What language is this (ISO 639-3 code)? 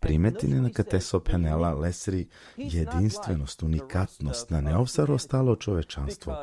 rmn